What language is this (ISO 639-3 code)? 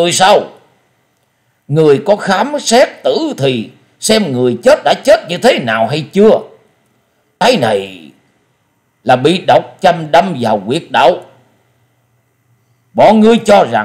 vie